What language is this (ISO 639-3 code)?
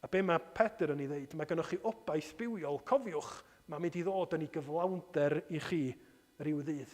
cym